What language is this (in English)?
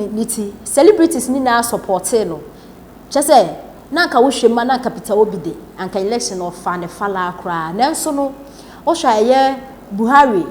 Akan